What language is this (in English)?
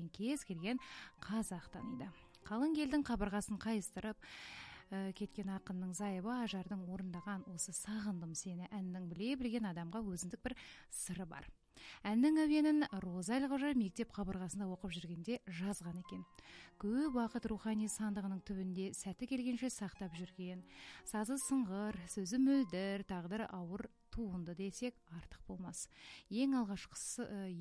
Kazakh